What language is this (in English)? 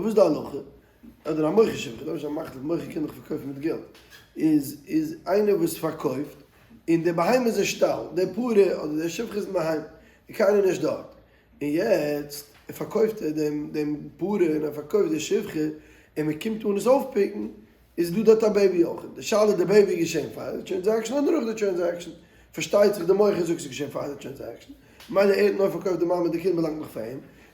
Yiddish